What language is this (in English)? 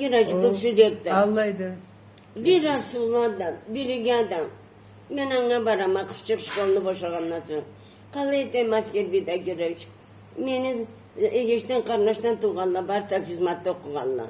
Karachay-Balkar